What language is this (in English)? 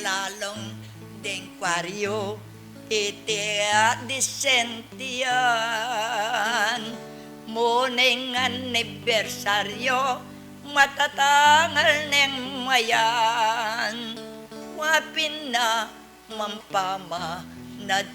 Pampanga